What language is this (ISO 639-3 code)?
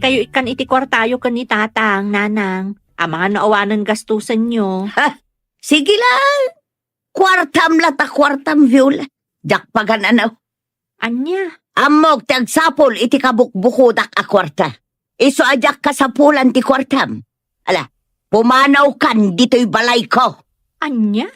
ilo